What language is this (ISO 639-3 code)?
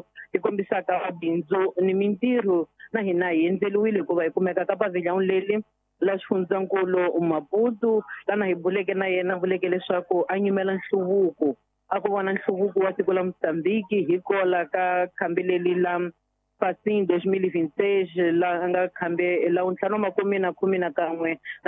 tso